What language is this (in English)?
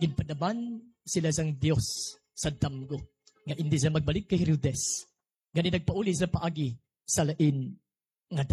Hiligaynon